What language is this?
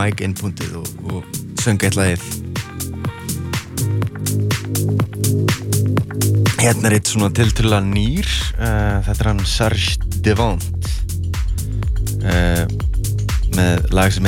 Icelandic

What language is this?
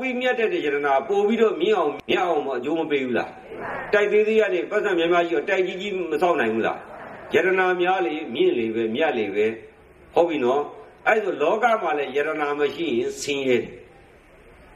Burmese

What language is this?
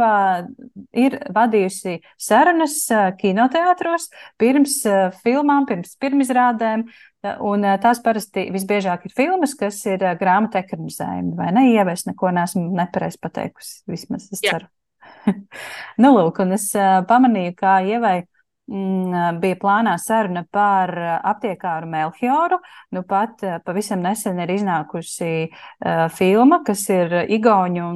Latvian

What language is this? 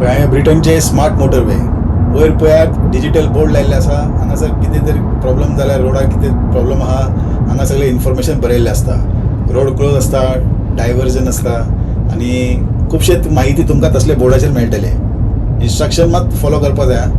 Konkani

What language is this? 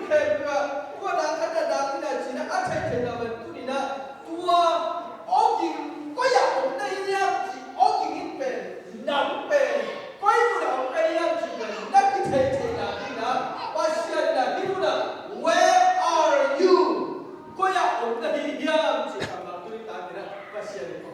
Tedim Chin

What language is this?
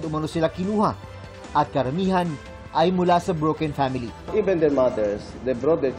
Filipino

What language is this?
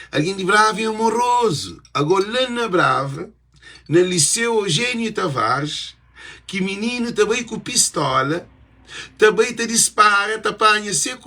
Kabuverdianu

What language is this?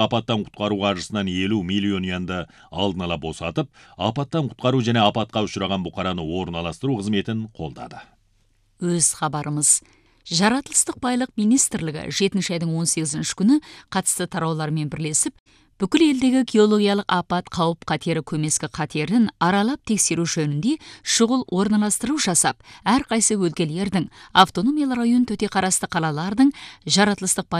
Kazakh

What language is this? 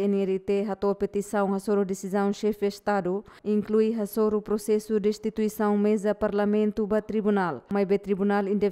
Tetum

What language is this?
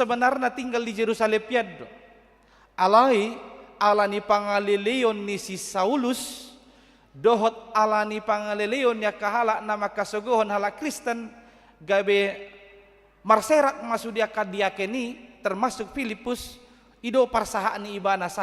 Batak Toba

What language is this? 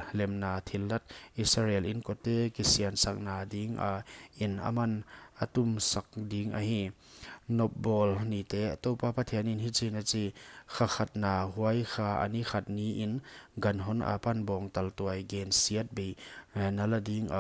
Paite Chin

